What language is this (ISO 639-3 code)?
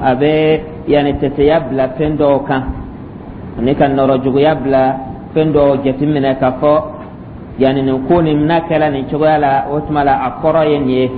dyu